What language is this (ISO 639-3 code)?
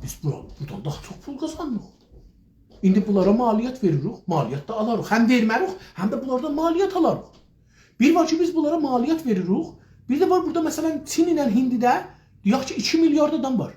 azb